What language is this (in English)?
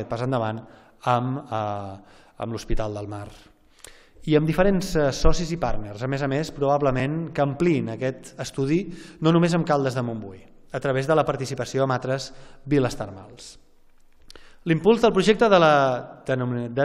Catalan